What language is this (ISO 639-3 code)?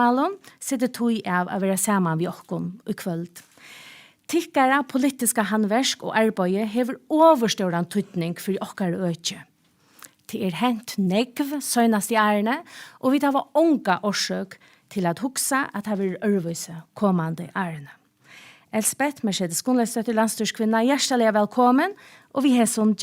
fao